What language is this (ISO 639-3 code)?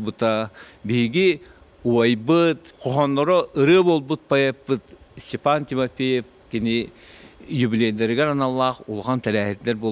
sah